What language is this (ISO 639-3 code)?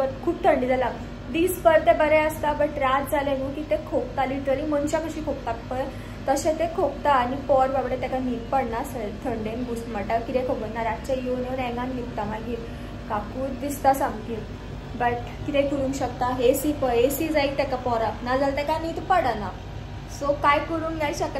kok